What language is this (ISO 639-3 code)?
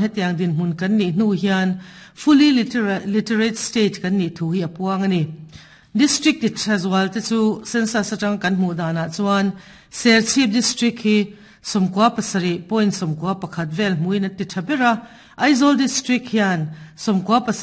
lus